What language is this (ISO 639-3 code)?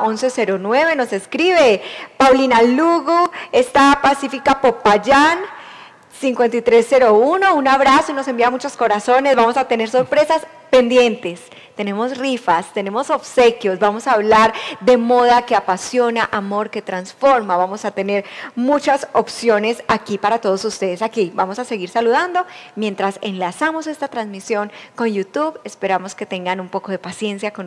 spa